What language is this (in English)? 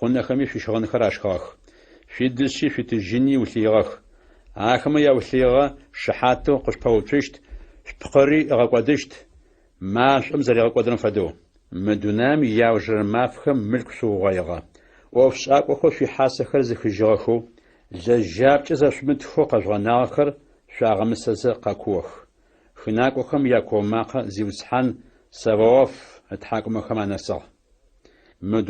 Adyghe